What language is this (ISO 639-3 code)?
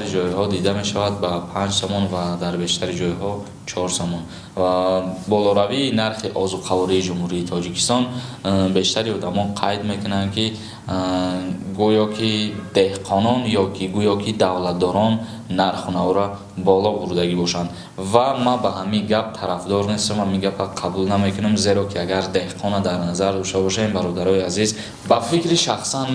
tgk